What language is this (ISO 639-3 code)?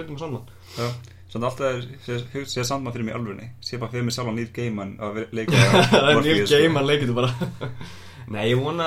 isl